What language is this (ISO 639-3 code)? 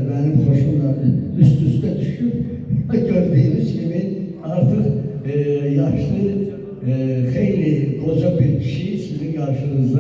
aze